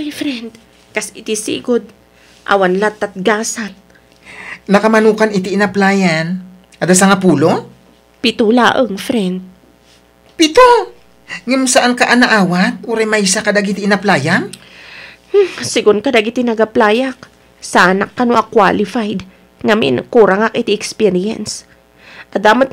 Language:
Iloko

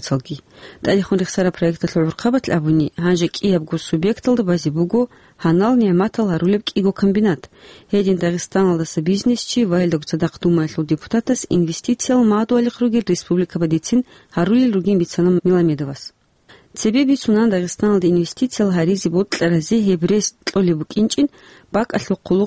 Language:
Avaric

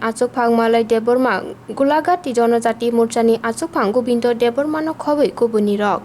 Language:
Kok Borok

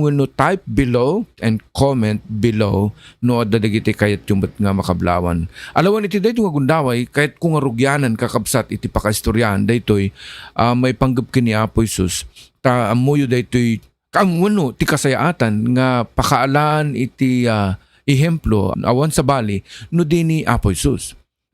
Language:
Iloko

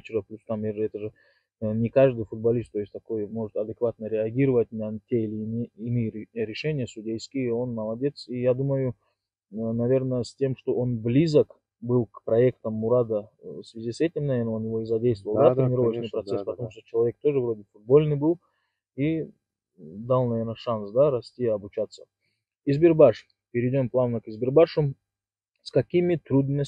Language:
Russian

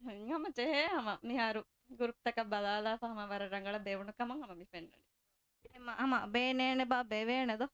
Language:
Divehi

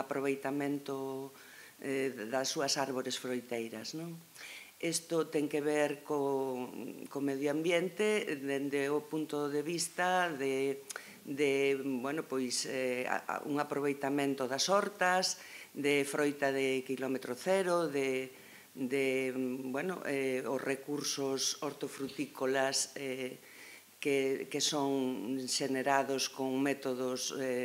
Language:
Galician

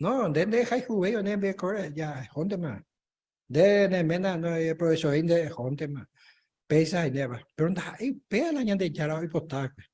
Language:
Guarani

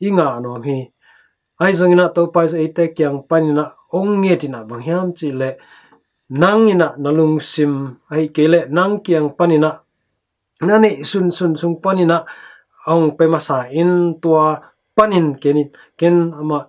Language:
Tedim Chin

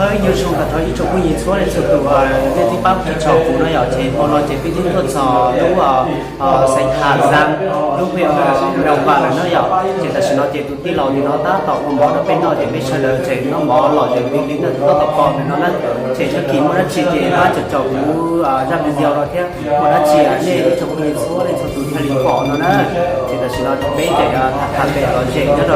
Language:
Hmong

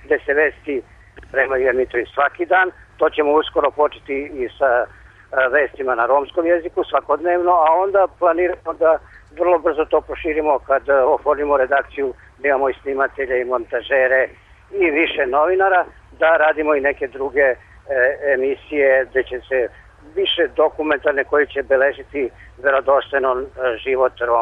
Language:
Serbian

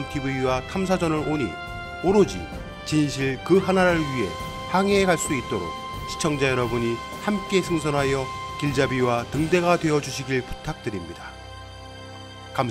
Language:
Korean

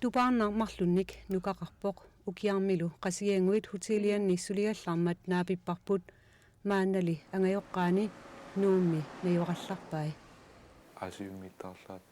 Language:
Kalaallisut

